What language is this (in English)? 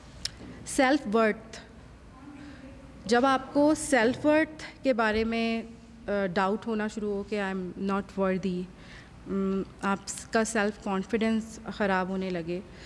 Urdu